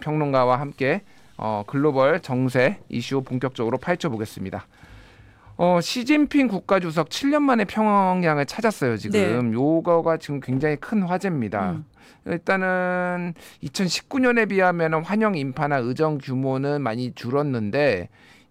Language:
Korean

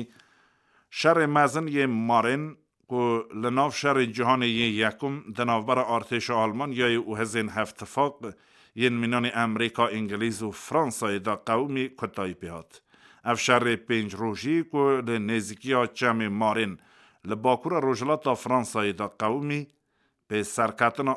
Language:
Kurdish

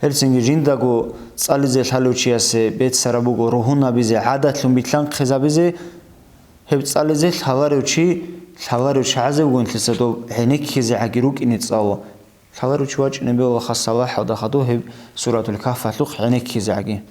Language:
Avaric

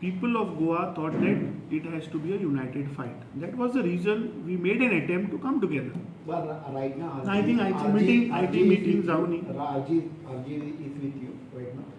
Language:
Konkani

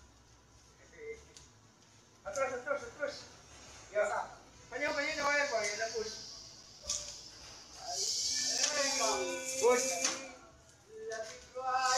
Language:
Filipino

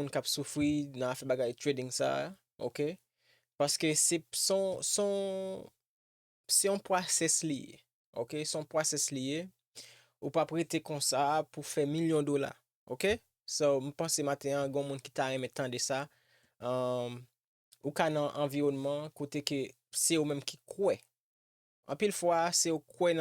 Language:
Haitian Creole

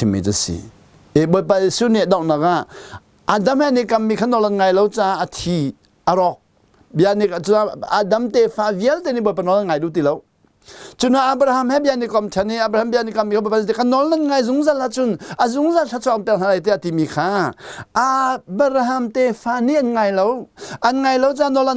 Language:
Hakha Chin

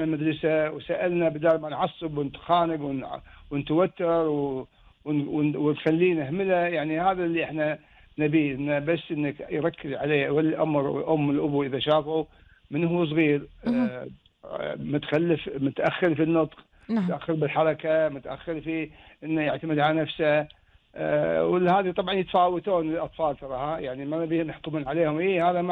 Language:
Gulf Arabic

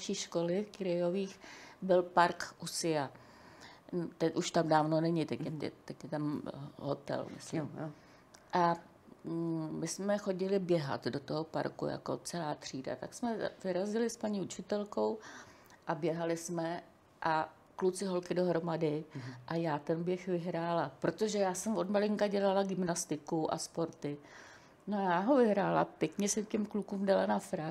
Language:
Czech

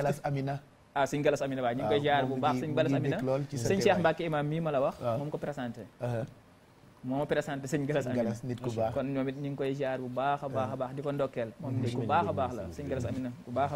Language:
Wolof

